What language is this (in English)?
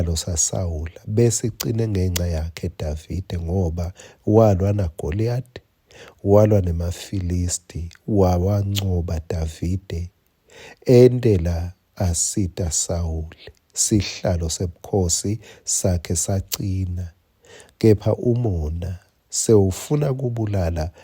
Swati